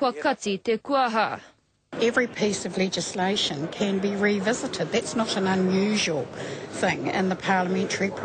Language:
Māori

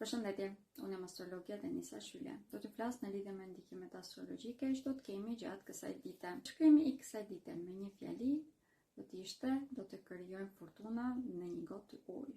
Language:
Albanian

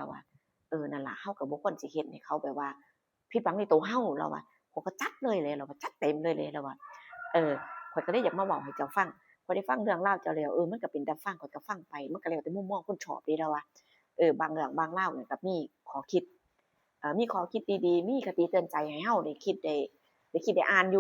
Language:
Northeastern Thai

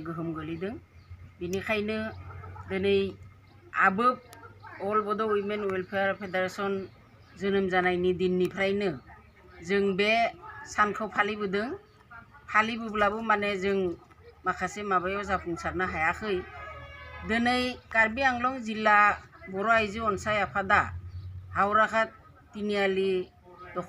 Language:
Bodo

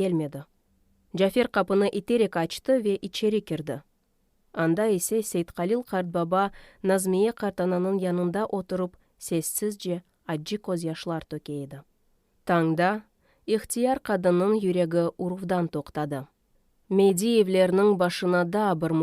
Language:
Crimean Tatar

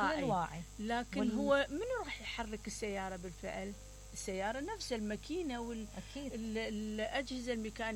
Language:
Mesopotamian Arabic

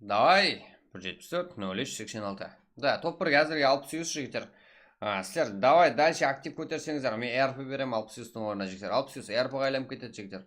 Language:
Kara-Kalpak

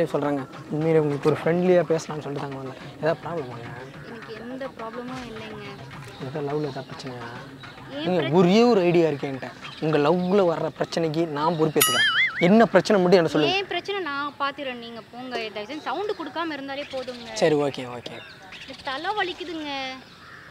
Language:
Tamil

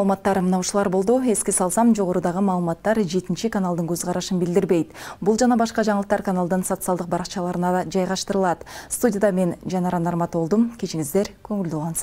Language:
Kyrgyz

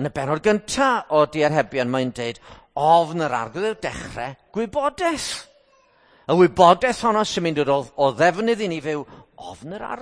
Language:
Welsh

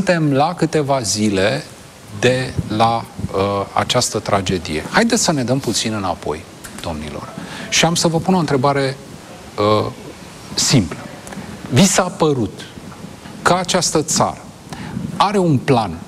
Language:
Romanian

